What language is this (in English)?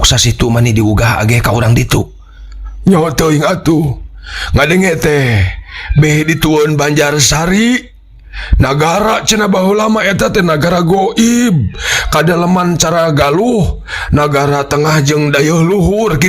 Sundanese